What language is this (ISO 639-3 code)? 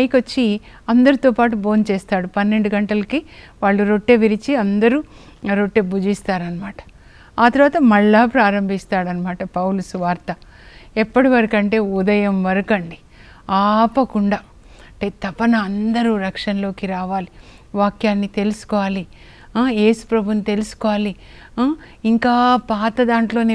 tel